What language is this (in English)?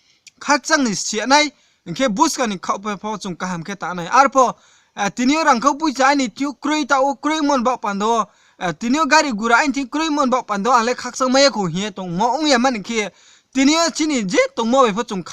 Riang (India)